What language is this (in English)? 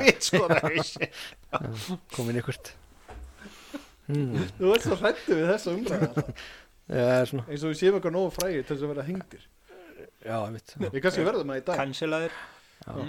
Icelandic